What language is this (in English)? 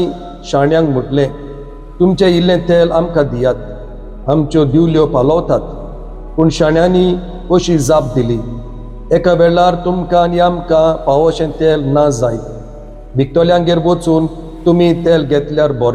Konkani